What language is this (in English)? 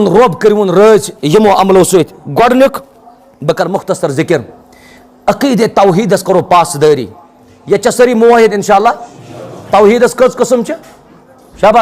Kashmiri